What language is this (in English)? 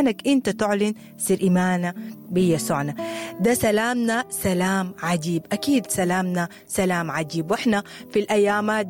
Sudanese Arabic